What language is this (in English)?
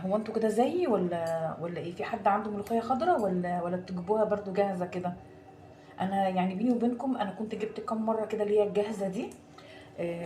Egyptian Arabic